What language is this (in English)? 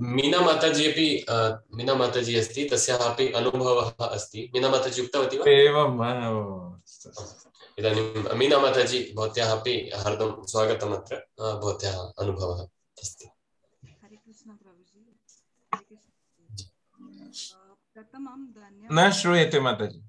Sanskrit